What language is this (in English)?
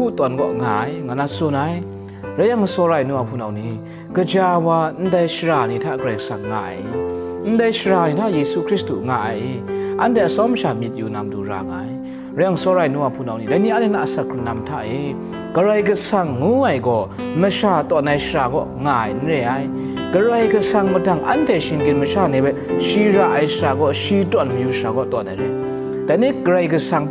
Kachin